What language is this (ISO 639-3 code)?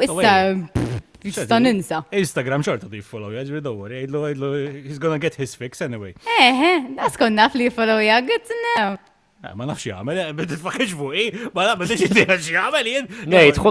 mlt